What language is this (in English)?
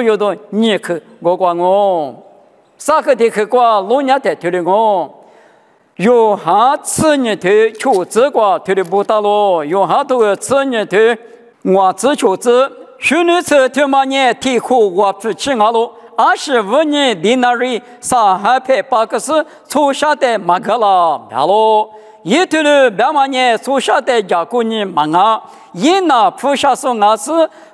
Lisu